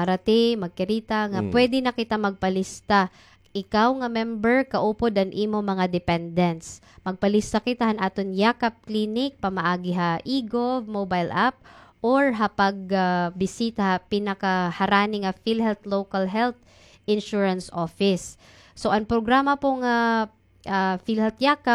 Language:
Waray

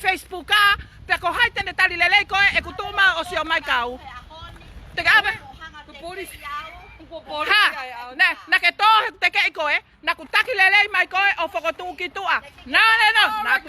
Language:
Tongan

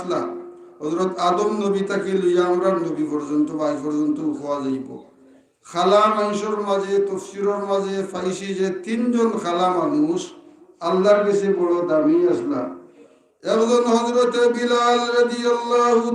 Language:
Sylheti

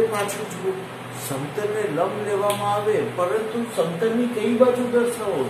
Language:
Gujarati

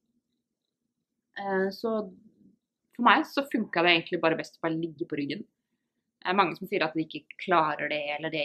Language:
Norwegian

